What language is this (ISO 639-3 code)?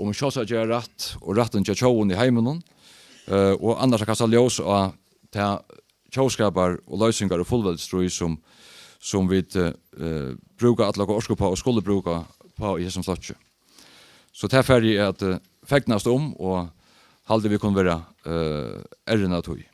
fao